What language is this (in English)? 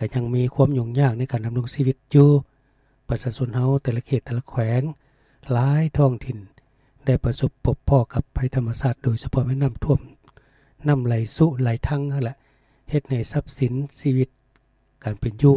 Lao